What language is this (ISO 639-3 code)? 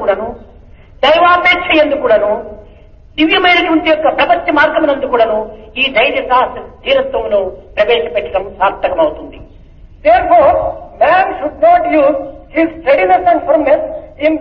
tel